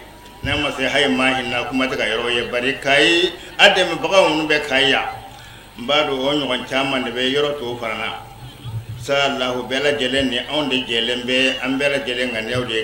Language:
Bambara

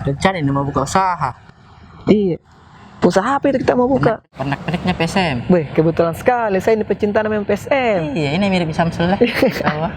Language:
Makassar Malay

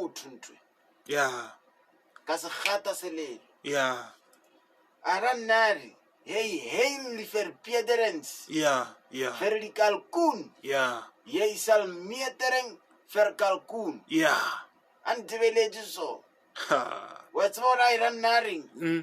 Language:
Northern Sotho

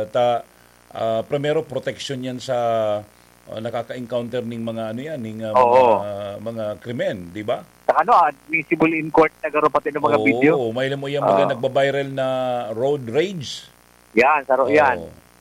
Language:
Bikol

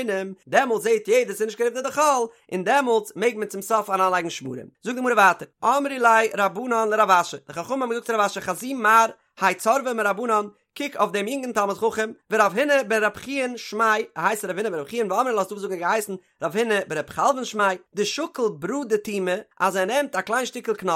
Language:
Yiddish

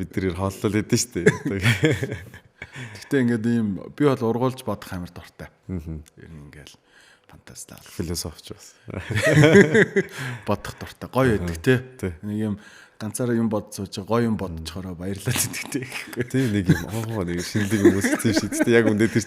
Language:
Mongolian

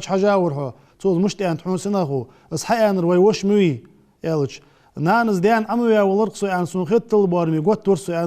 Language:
Ingush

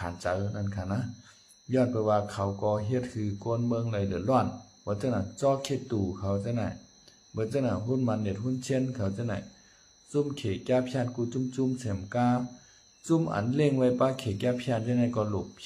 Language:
Shan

